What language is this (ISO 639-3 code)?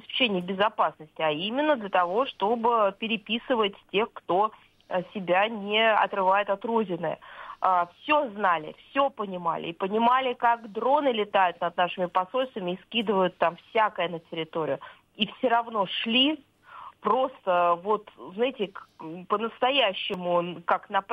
rus